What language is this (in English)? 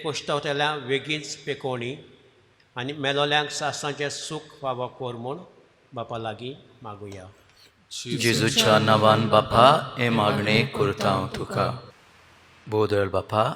Konkani